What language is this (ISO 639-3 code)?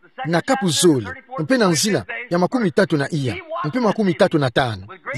ktu